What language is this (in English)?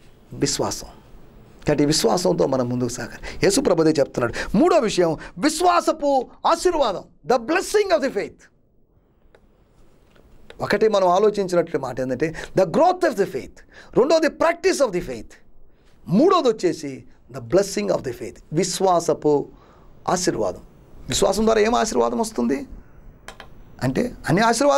Telugu